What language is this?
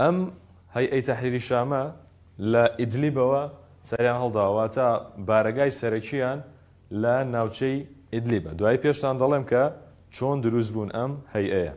Central Kurdish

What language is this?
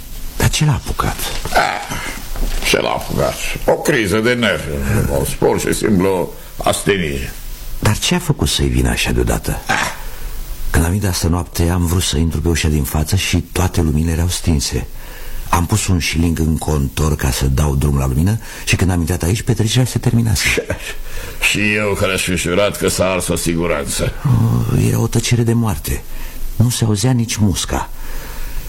Romanian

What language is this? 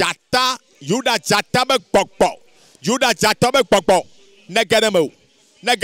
Ewe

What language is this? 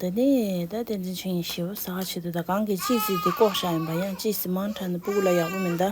Tibetan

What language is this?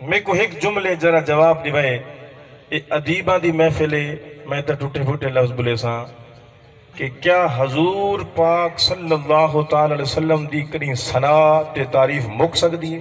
Saraiki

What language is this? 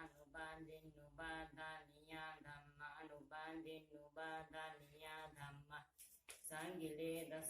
Pali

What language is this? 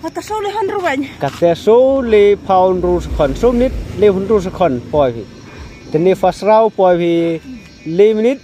Khasi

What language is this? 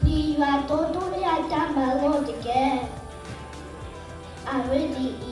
S'gaw Karen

